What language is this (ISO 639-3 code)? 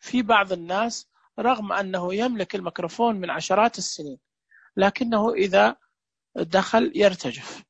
ars